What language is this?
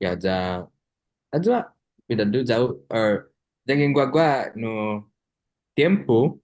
Chamorro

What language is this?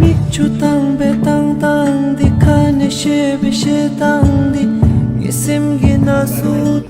Tibetan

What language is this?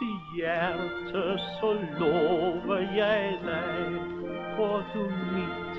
Danish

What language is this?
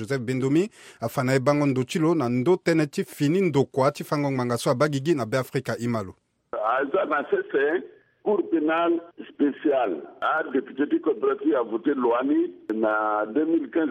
Sango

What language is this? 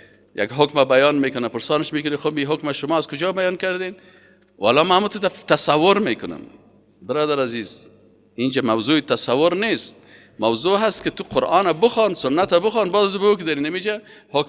Persian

